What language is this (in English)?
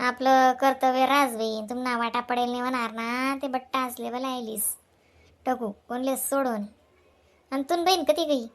Khandesi